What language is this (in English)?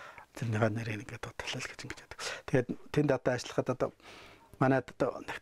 Mongolian